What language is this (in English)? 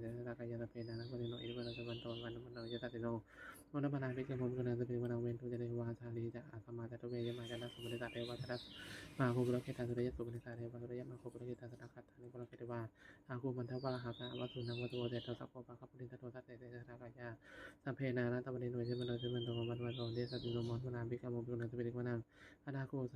Pali